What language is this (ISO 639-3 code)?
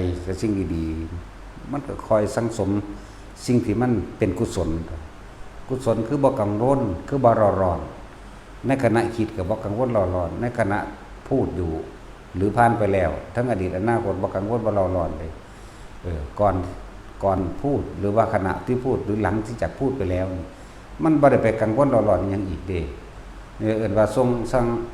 lao